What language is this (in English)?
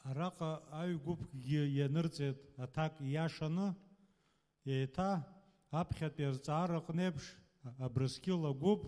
Abkhazian